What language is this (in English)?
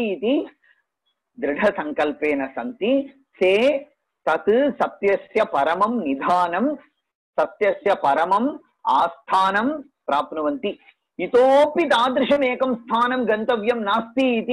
Sanskrit